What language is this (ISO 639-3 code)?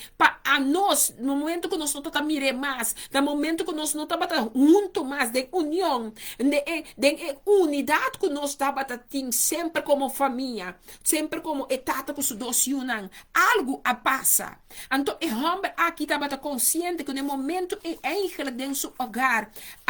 pap